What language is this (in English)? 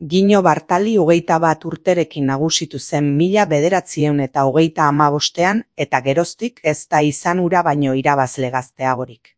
Basque